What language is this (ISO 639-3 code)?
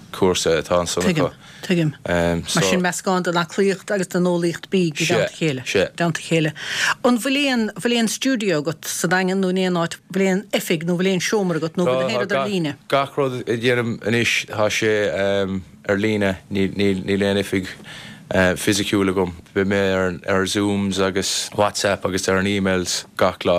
gle